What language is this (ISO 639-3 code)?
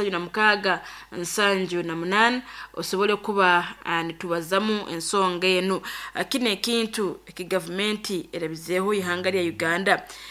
nyo